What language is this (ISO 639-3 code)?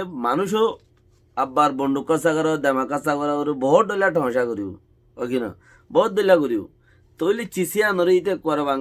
rhg